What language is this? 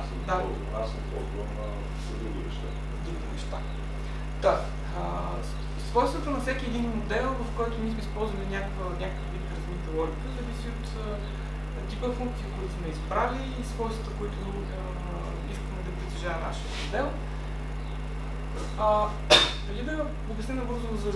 Bulgarian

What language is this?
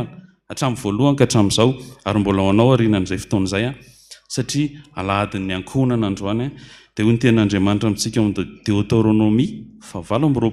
Malagasy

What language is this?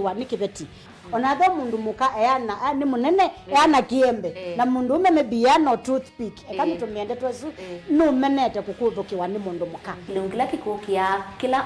Kamba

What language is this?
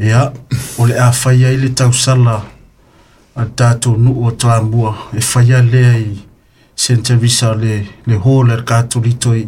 Samoan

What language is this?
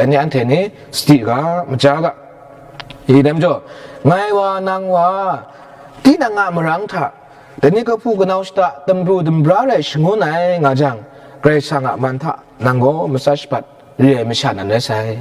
Kachin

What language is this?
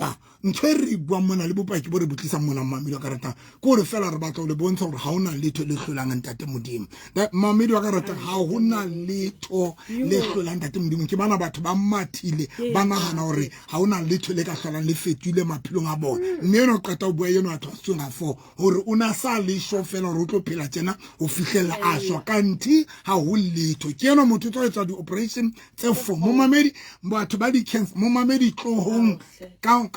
Southern Sotho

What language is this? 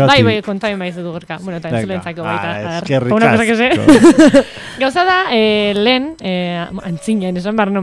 Basque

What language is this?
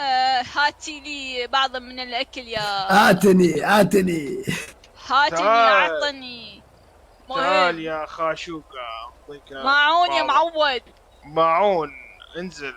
Mesopotamian Arabic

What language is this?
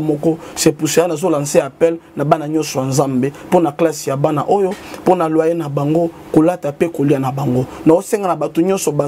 Lingala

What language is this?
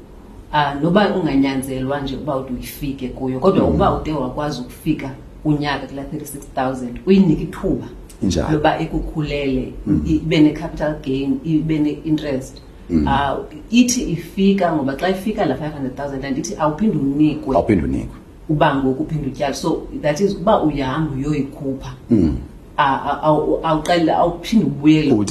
Xhosa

